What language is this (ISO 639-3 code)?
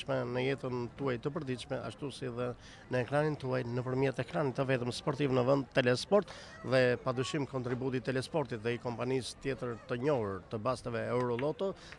sqi